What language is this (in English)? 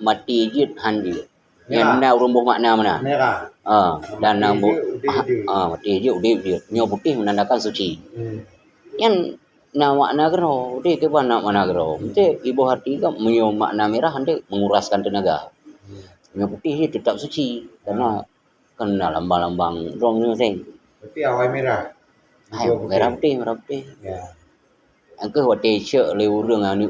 Achinese